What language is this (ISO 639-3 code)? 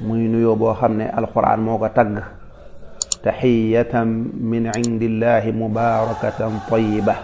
wol